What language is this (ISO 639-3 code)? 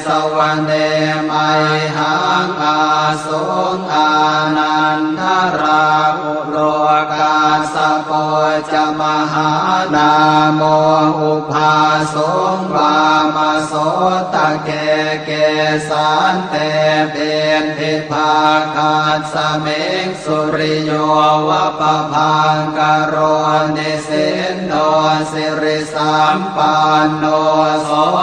pli